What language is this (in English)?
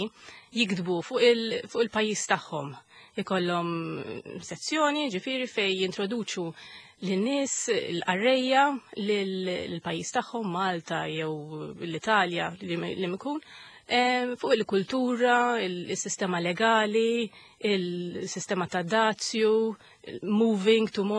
Maltese